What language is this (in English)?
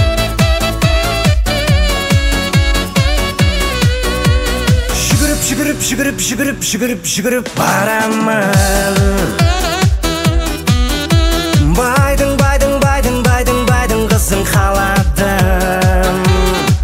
Kazakh